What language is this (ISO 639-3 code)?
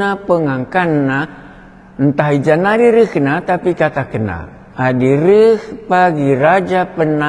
btx